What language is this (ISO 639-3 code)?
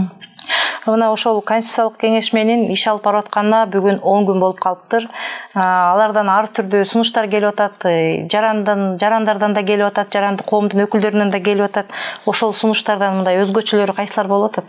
kir